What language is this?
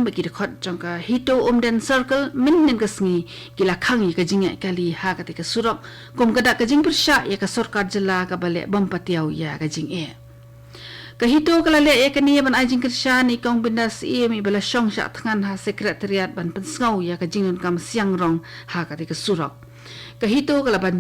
Khasi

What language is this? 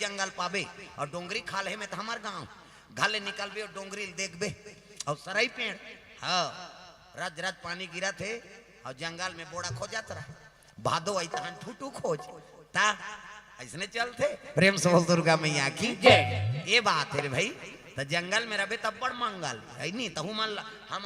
Chhattisgarhi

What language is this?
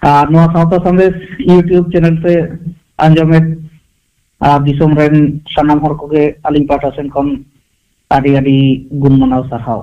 Santali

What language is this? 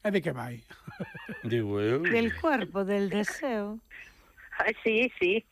Galician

